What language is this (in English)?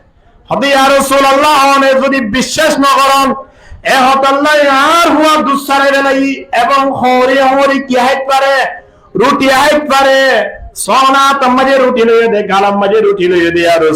Rohingya